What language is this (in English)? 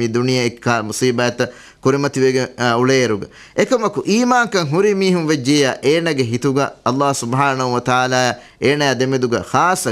Divehi